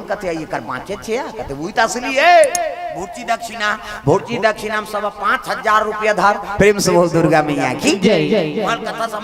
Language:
Chhattisgarhi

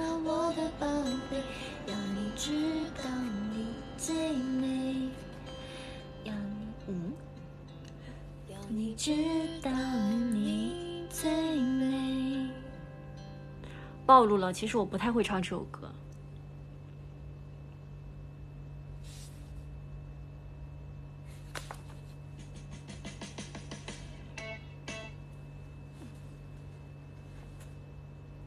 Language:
Chinese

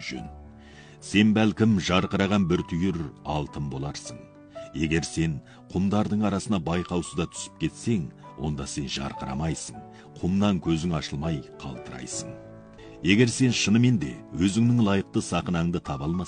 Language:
Kazakh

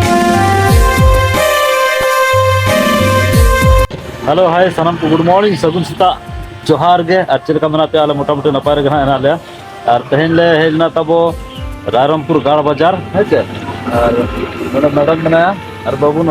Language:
Santali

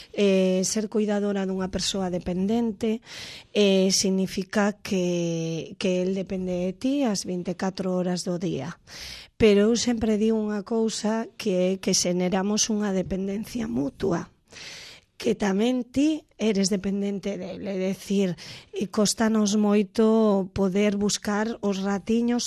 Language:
Galician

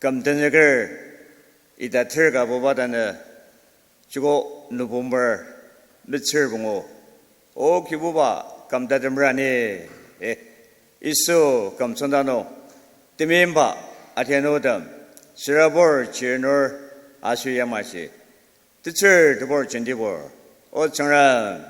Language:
Ao Naga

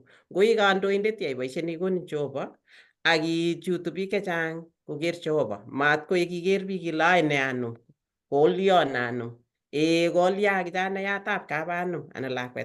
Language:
Kalenjin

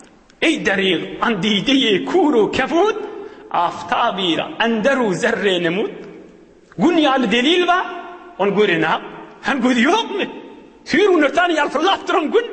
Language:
Turkmen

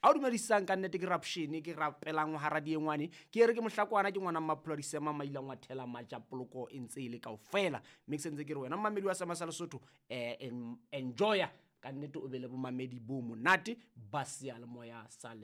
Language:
Southern Sotho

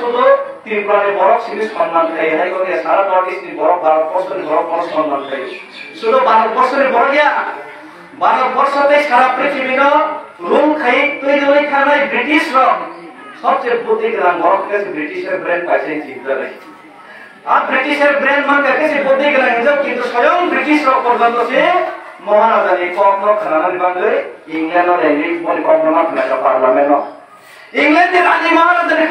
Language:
Kok Borok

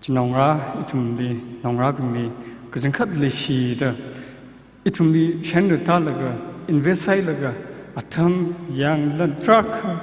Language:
Tangkhul Naga (India)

